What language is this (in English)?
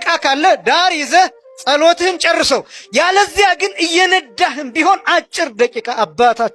Amharic